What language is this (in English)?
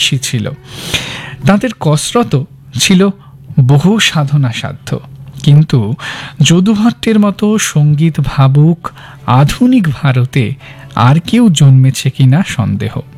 Bangla